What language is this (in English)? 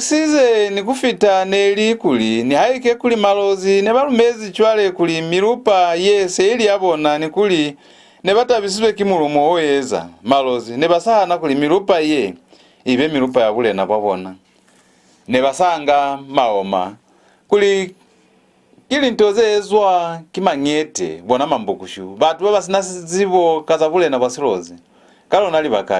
Lozi